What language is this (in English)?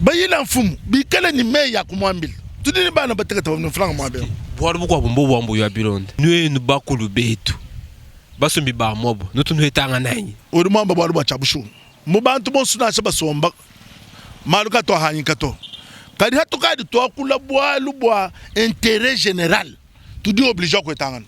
Luba-Lulua